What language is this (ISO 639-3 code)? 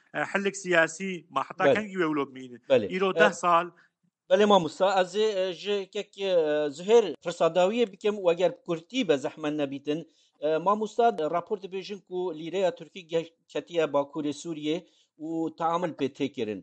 kur